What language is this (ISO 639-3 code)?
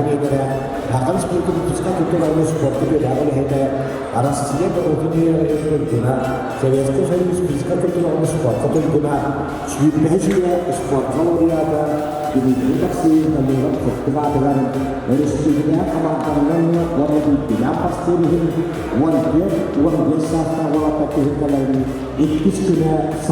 sah